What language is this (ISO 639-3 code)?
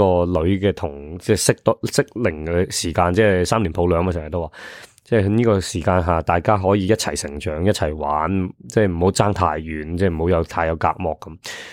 yue